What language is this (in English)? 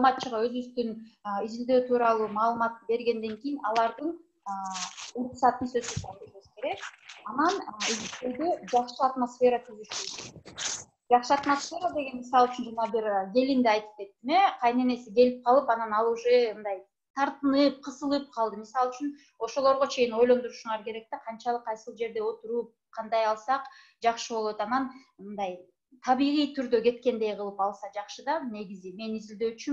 Kyrgyz